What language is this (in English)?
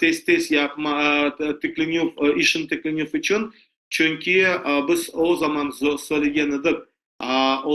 Crimean Tatar